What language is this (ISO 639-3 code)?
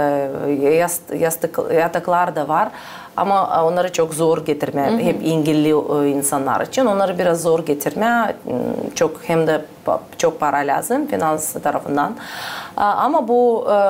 gag